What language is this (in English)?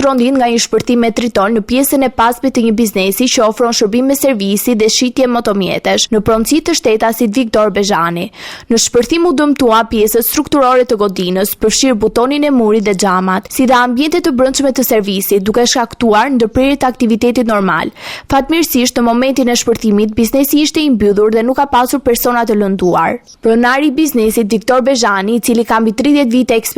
Albanian